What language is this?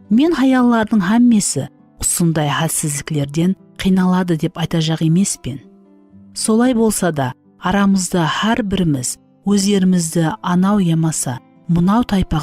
Kara-Kalpak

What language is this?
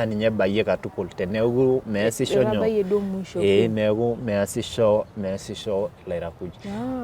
Masai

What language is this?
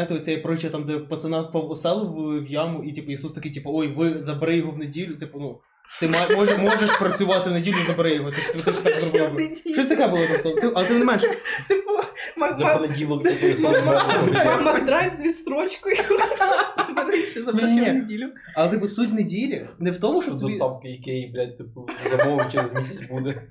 Ukrainian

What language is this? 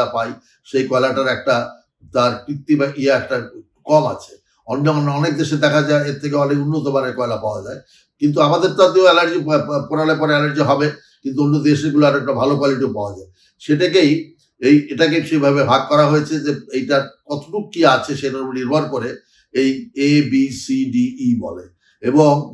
Bangla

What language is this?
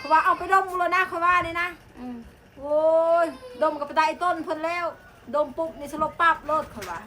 Lao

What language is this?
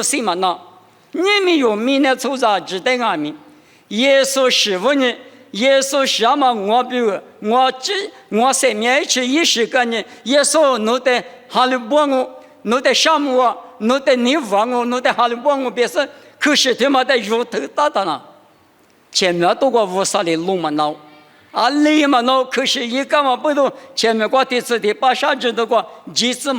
Lisu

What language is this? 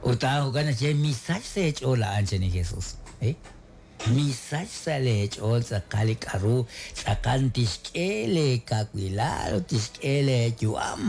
Kekchí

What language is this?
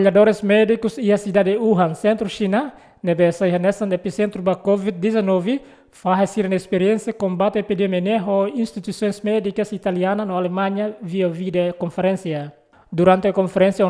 Tetum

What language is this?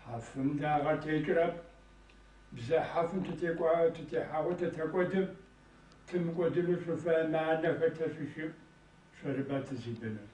Kabardian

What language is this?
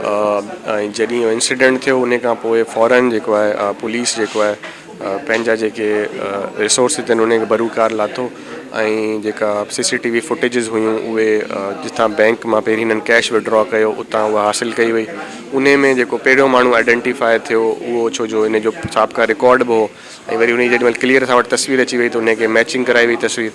Sindhi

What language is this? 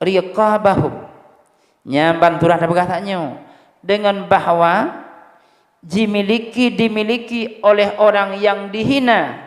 Achinese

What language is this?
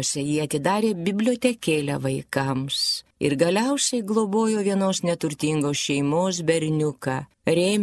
Lithuanian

